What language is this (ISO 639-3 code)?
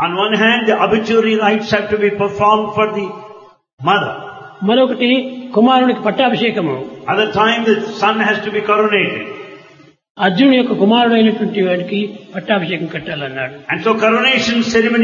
tel